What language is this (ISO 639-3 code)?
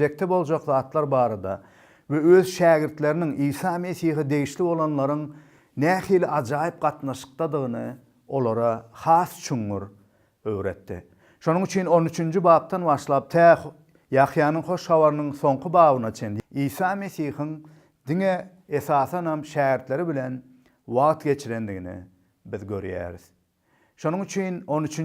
tuk